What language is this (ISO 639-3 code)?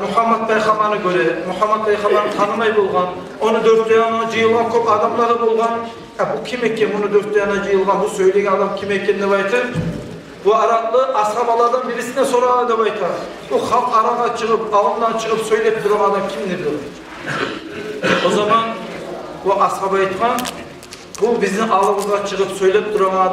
kum